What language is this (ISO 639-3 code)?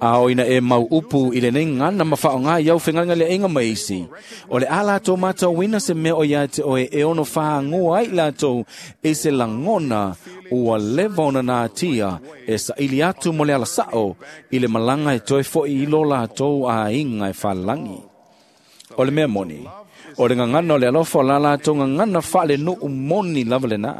smo